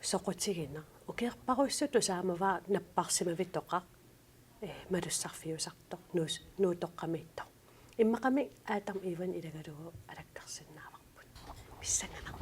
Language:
Kalaallisut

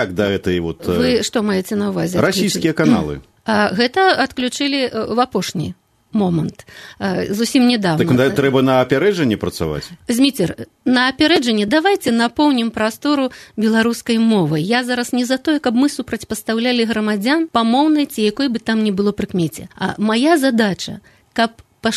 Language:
Belarusian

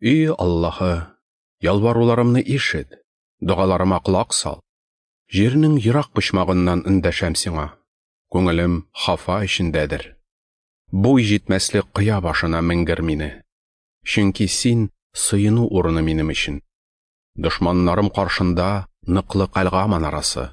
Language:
Tatar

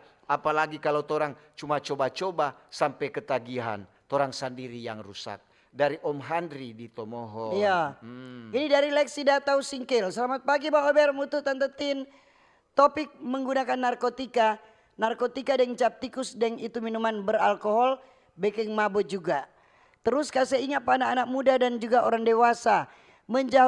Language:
Manado Malay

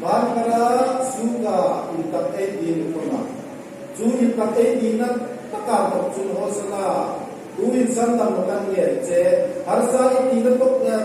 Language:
Hmar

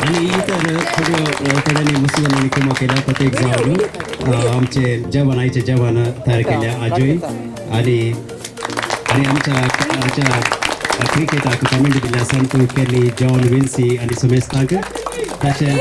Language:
Konkani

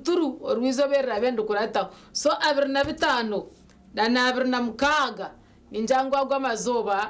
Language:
Nyankole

